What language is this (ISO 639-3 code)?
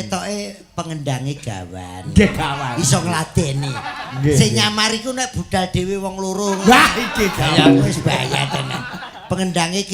jav